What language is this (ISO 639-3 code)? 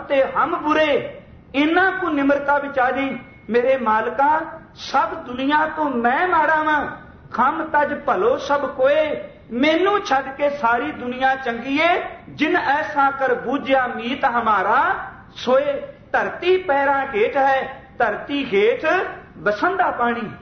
pan